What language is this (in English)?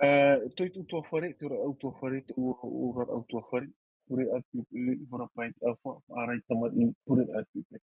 Tahitian